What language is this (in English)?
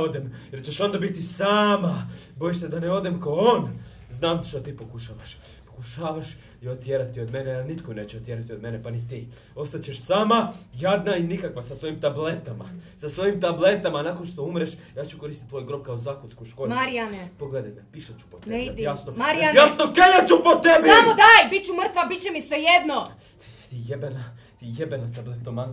Croatian